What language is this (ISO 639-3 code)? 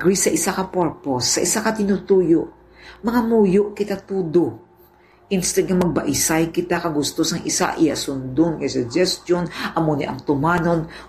hil